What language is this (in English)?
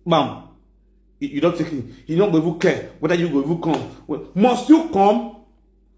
Nigerian Pidgin